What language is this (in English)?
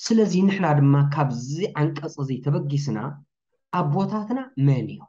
Tigrinya